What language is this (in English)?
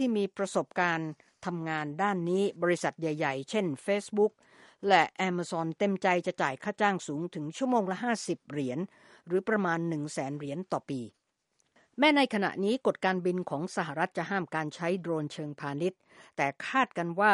Thai